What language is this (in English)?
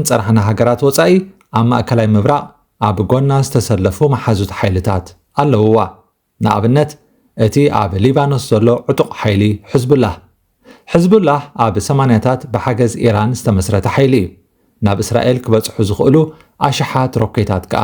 Tigrinya